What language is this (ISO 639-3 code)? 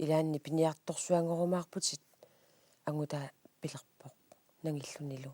kal